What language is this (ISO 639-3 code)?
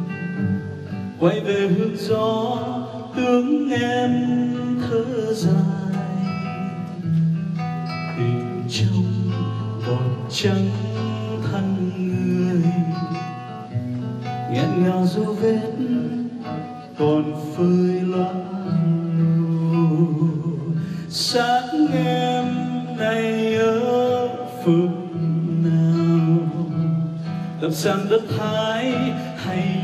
vie